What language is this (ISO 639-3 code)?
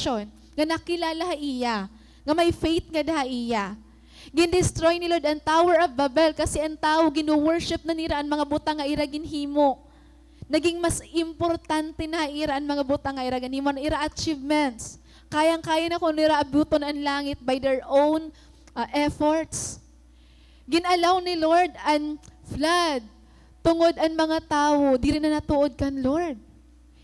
war